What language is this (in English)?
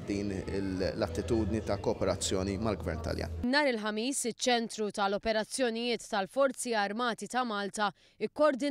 Maltese